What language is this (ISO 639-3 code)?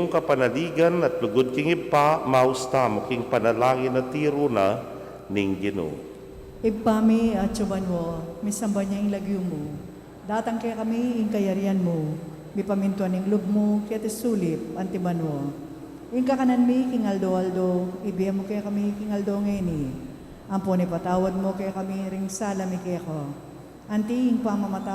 pam